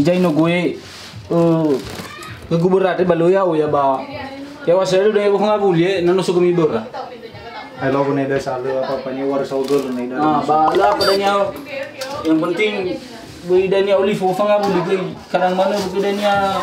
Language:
Nias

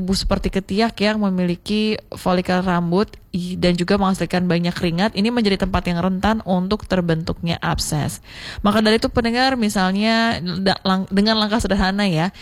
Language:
Indonesian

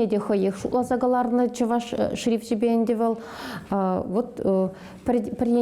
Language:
Chuvash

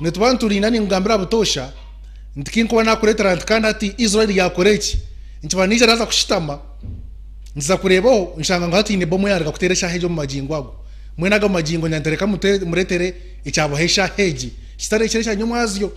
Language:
Nyankole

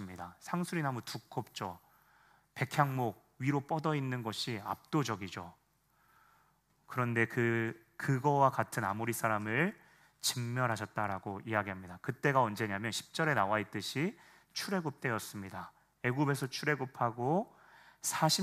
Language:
Korean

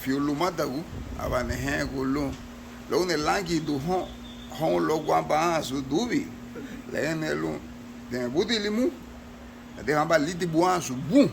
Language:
Garifuna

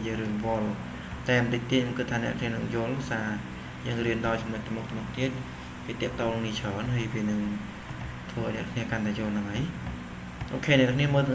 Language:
Khmer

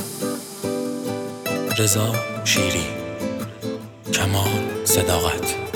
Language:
Persian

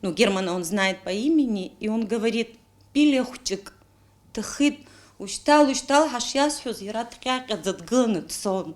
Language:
Abkhazian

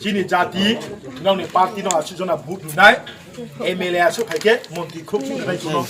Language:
Riang (India)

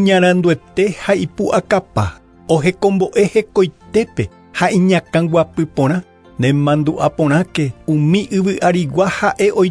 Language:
Guarani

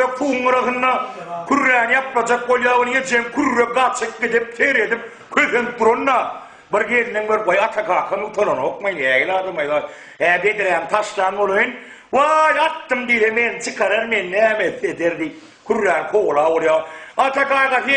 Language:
Turkmen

